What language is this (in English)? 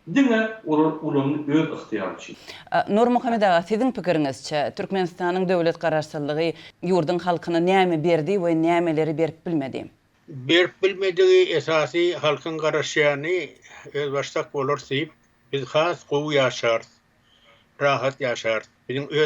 Turkmen